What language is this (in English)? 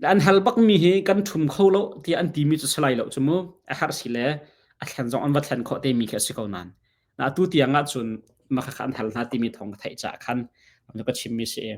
Hakha Chin